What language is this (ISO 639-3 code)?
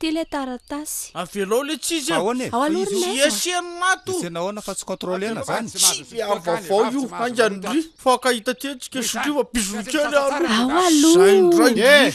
mlg